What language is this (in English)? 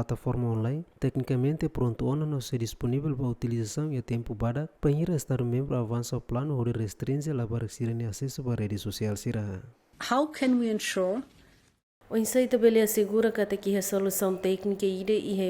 Tetum